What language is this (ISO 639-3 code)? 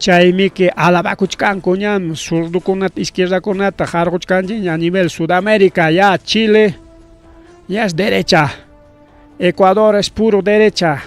quy